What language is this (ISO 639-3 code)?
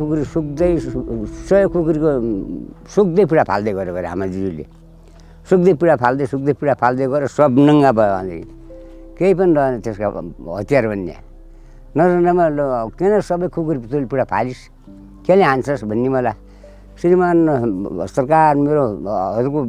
nep